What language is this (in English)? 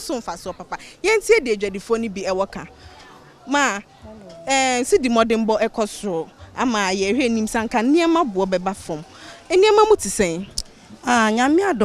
Akan